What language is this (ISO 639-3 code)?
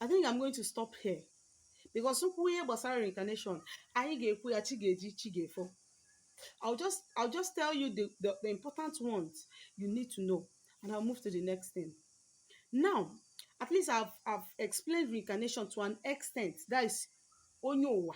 ibo